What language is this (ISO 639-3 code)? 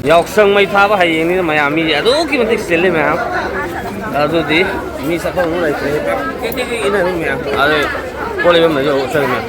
mni